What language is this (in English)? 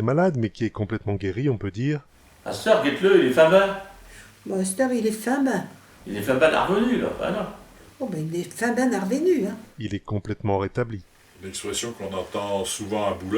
Picard